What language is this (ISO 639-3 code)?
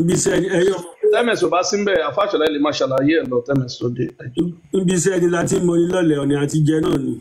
yor